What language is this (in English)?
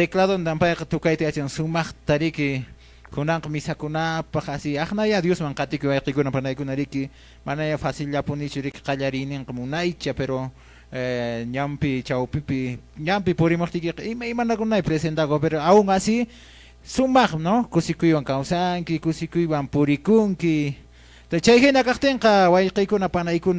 Quechua